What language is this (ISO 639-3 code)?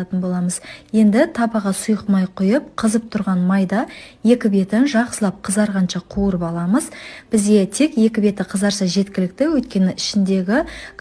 kaz